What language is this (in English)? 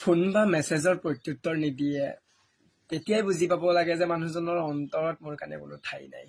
Assamese